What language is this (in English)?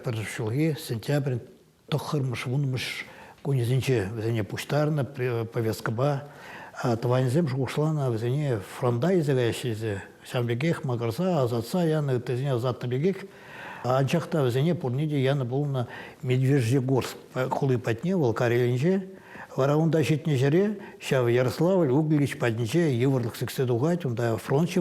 Chuvash